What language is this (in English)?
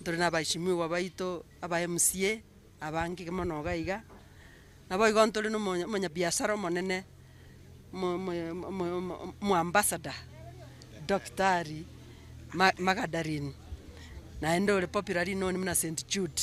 Gusii